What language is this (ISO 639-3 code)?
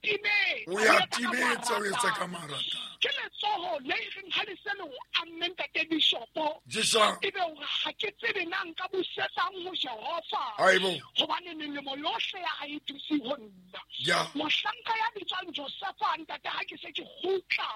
sot